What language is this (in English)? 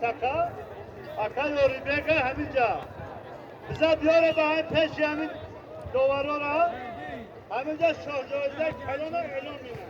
Tajik